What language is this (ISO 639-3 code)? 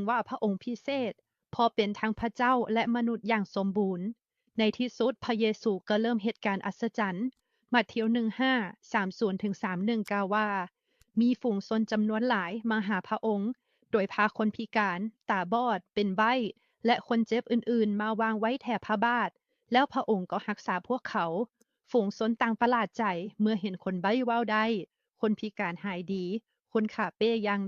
lao